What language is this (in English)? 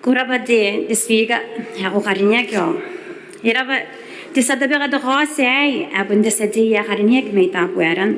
Gilbertese